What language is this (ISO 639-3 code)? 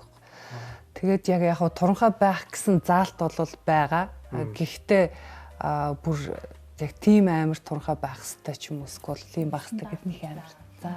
mon